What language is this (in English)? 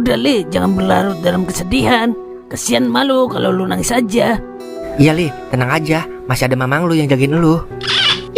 Betawi